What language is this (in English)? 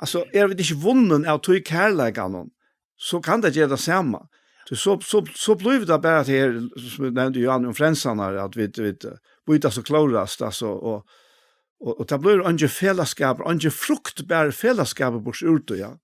Faroese